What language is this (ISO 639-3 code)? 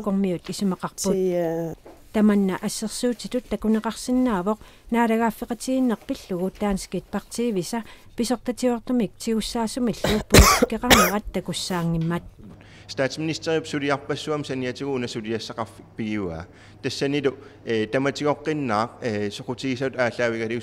kal